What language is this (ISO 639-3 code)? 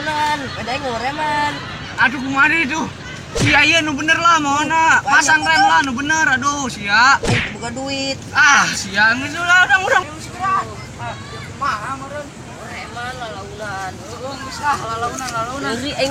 sun